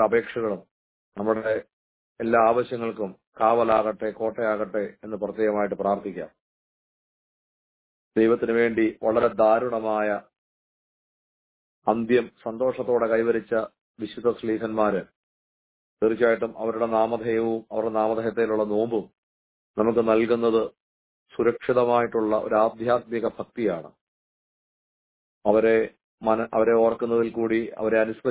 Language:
Malayalam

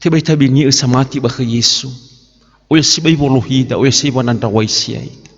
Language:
Nias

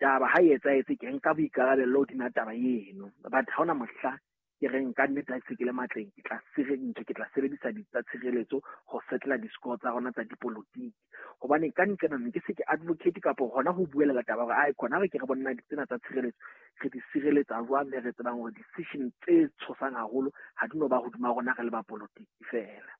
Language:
Southern Sotho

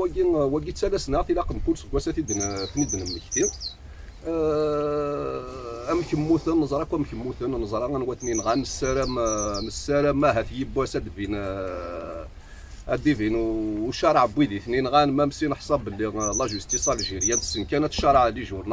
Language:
Kabyle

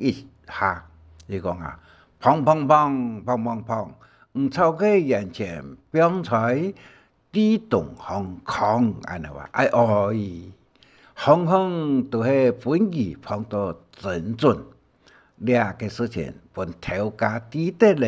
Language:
Hakka Chinese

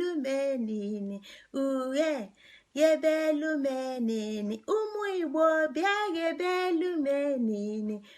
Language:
Igbo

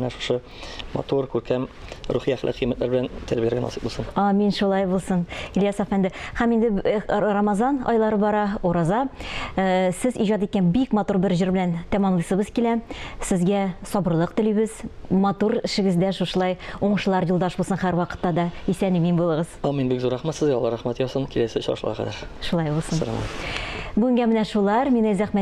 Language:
Tatar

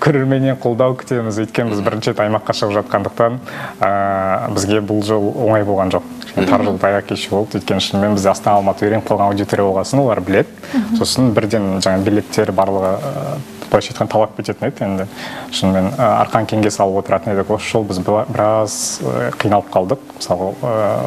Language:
Kazakh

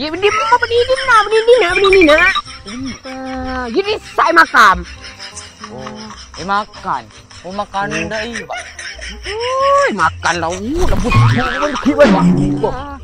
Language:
Madurese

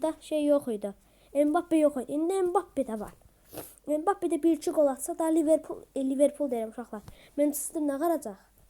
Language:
Azerbaijani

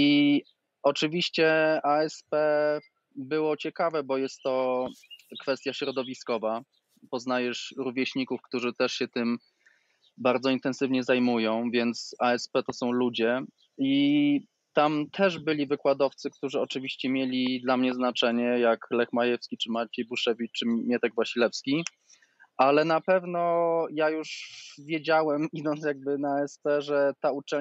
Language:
Polish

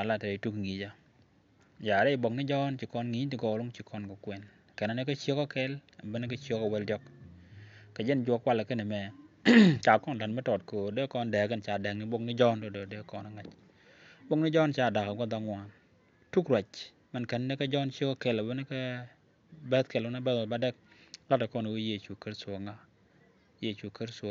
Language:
Nuer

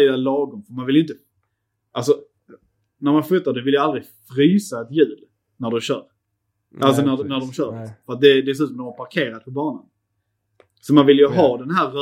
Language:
Swedish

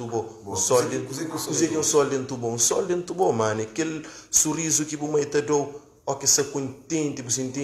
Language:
Kabuverdianu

